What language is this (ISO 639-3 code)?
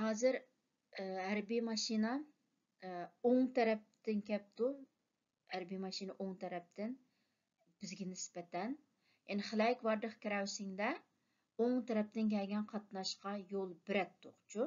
uig